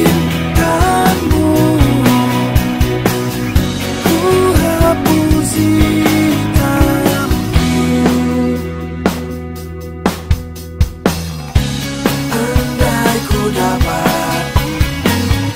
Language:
Indonesian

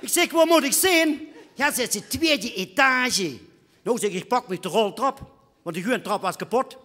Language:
Limburgish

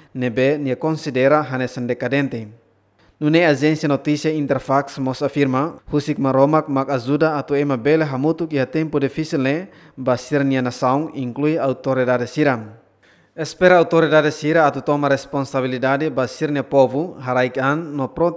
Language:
Tetum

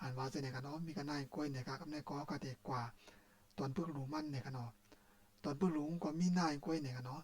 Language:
Shan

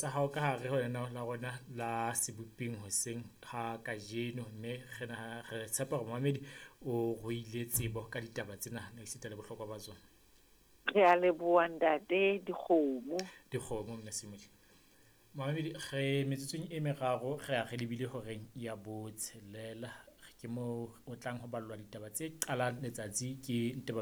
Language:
Southern Sotho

